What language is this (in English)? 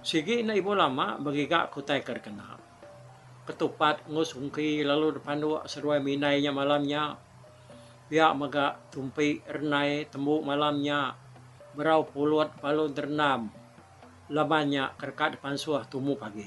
Iban